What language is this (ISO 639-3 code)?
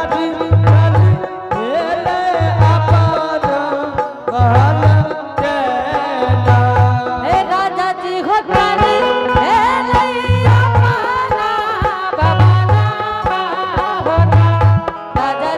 anp